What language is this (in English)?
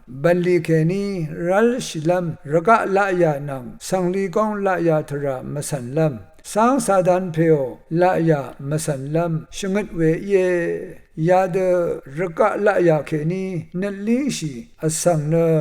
Rawang